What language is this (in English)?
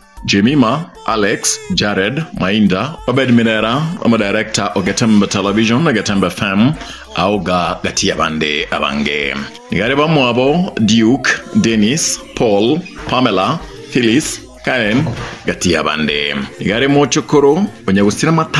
Gusii